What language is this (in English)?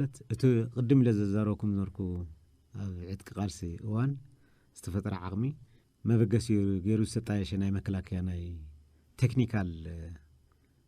Tigrinya